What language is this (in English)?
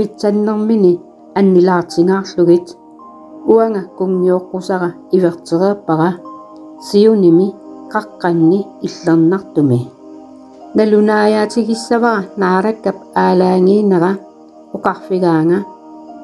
Kalaallisut